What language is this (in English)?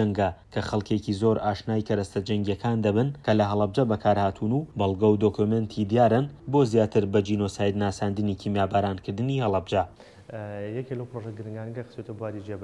Central Kurdish